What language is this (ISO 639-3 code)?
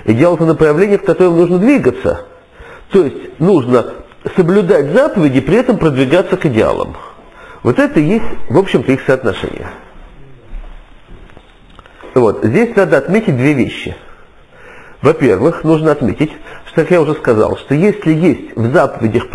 rus